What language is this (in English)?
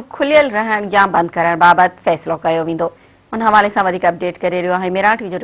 Sindhi